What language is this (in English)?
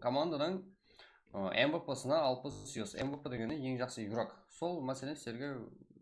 Kara-Kalpak